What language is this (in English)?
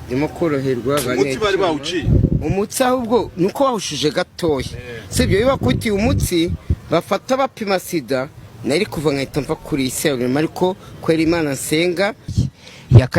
Kinyarwanda